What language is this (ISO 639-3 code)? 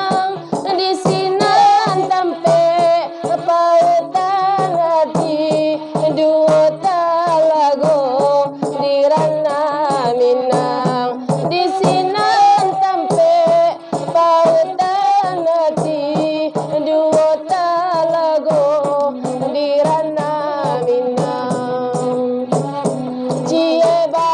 min